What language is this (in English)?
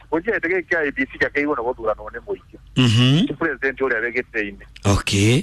Kikuyu